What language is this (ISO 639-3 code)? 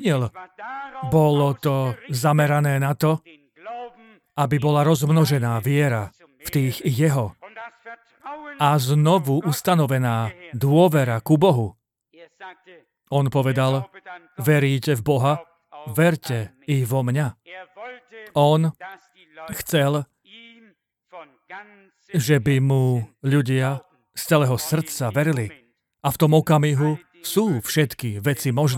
slk